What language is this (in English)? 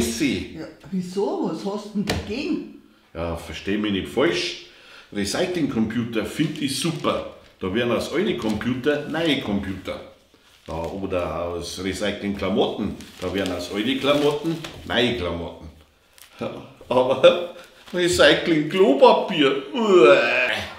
Bavarian